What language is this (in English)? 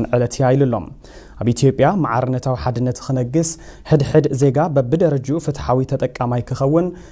Tigrinya